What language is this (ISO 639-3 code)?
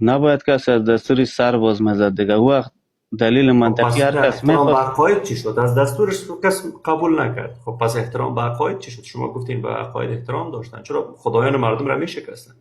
fas